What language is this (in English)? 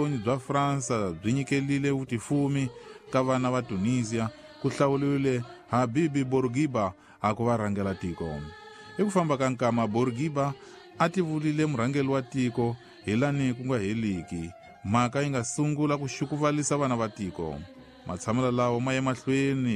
Tsonga